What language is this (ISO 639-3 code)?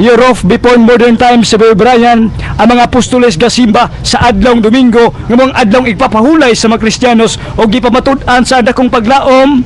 ceb